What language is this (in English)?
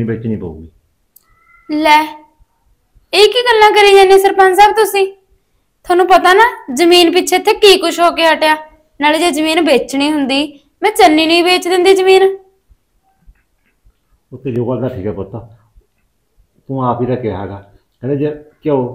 Punjabi